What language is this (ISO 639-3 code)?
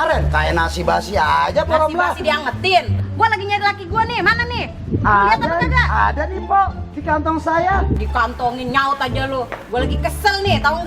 bew